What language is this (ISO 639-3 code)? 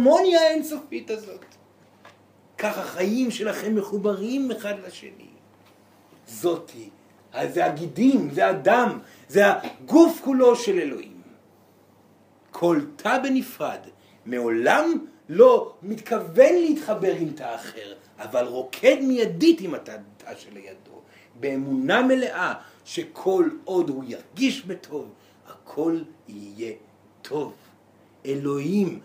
heb